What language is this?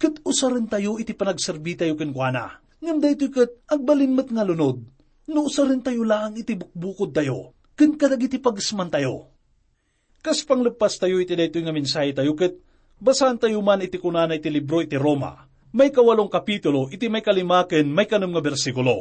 Iloko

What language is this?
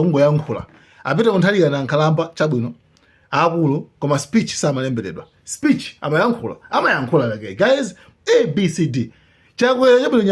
Nyanja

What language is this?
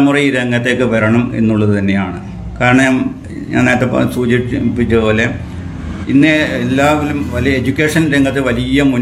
Malayalam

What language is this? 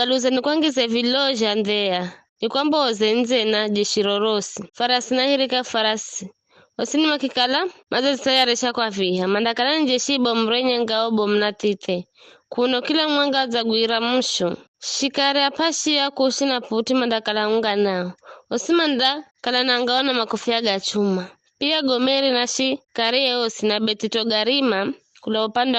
Giryama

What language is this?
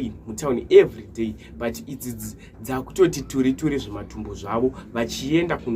Shona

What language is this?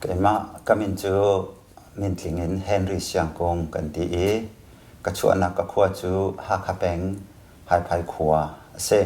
Hakha Chin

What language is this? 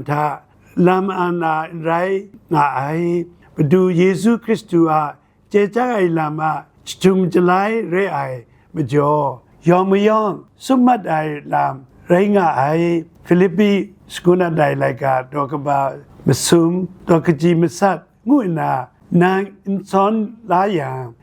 Kachin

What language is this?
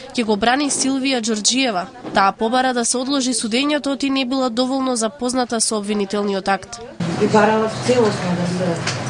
Macedonian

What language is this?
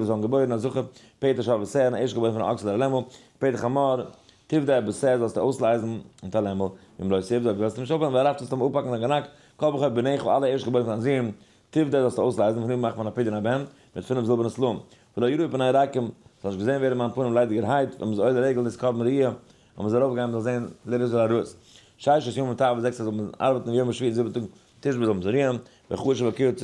Yiddish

